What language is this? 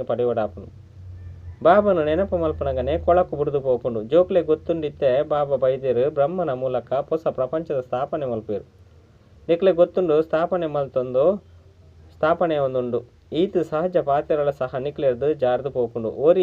Tulu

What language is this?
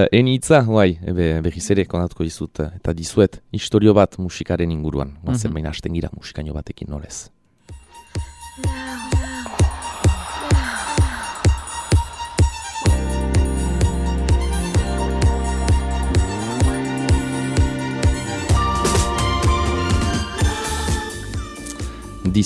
Basque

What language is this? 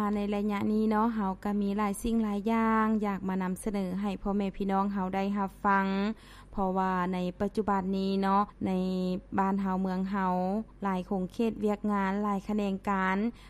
Lao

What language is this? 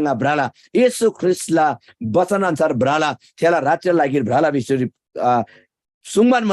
Eastern Tamang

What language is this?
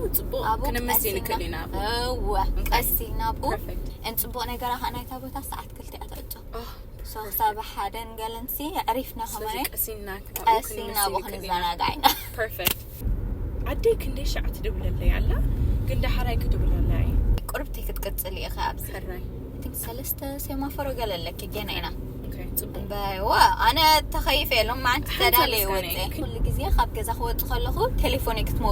Tigrinya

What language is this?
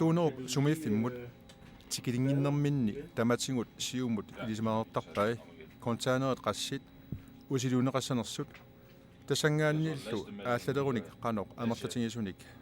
Kalaallisut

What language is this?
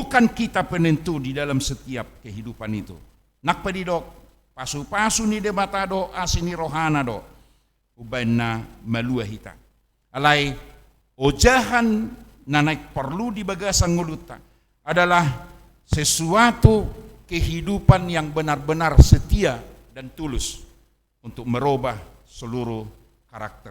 Batak Toba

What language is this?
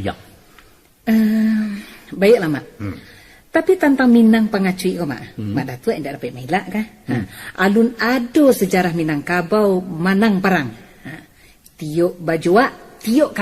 Minangkabau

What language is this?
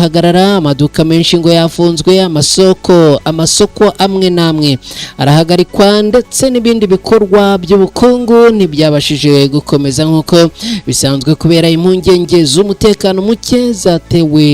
Kinyarwanda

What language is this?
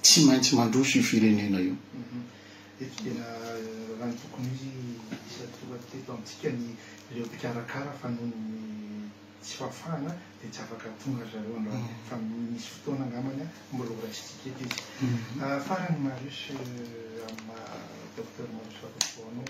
Malagasy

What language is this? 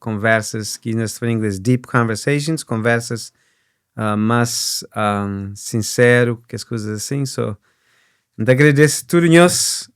Kabuverdianu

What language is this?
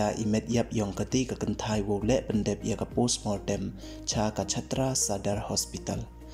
Pnar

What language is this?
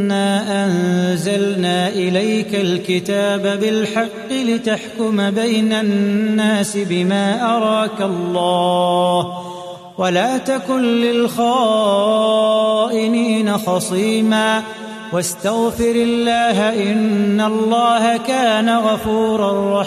Arabic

